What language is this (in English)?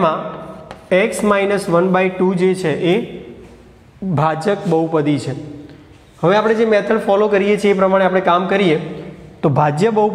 Gujarati